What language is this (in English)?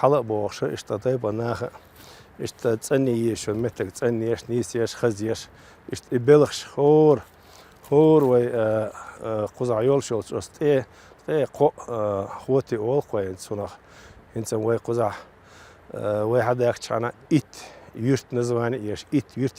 Chechen